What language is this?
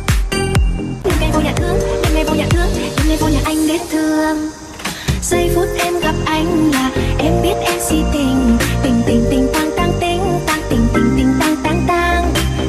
Vietnamese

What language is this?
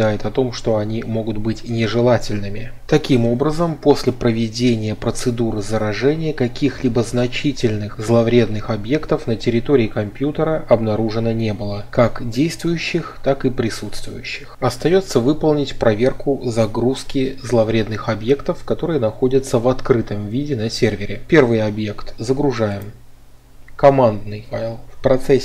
Russian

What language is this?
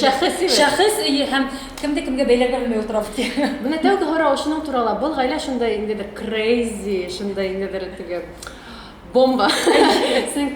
Bashkir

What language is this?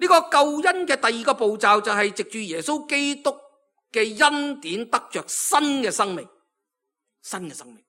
Cantonese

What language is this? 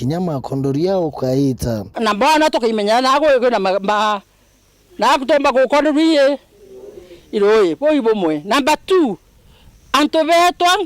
Meru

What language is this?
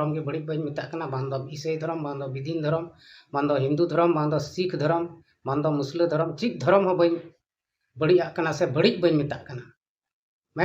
Santali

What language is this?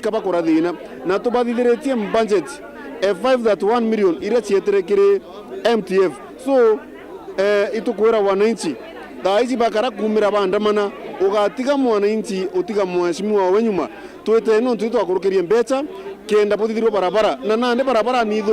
Meru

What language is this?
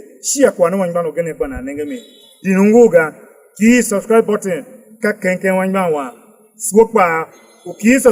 Tiv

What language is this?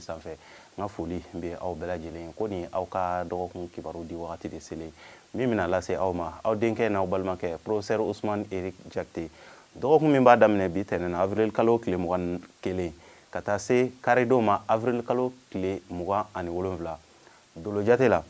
Bambara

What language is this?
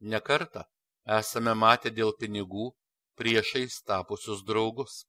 Lithuanian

